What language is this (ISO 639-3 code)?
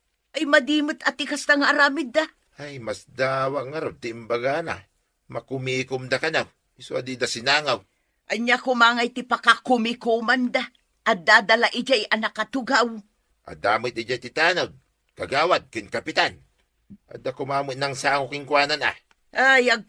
ilo